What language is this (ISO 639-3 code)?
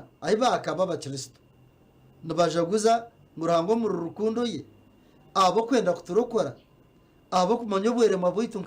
nyn